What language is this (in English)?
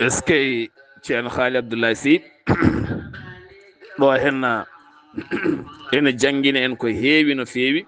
Fula